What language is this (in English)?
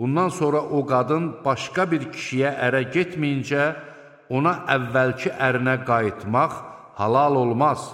Azerbaijani